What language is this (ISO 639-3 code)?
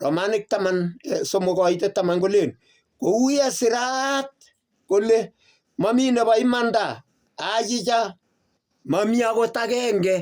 kln